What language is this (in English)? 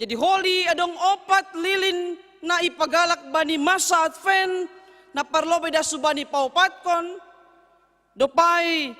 Batak Simalungun